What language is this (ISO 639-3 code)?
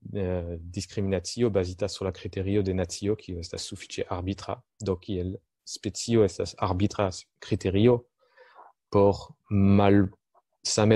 epo